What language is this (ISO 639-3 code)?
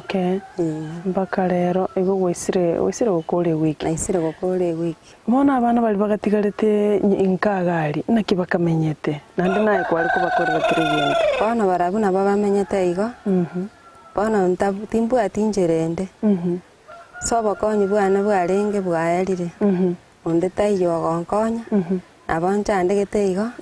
guz